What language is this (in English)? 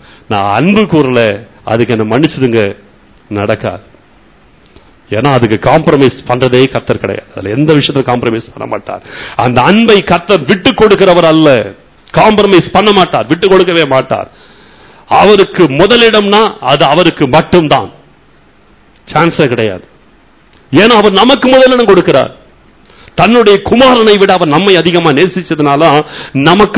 Tamil